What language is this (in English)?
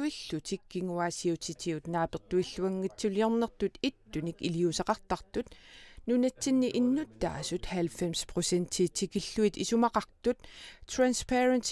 Kalaallisut